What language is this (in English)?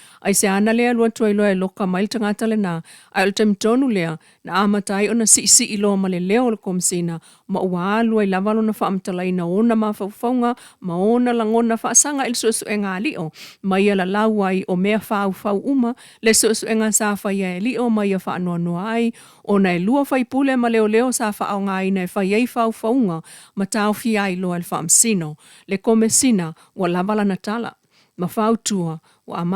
Samoan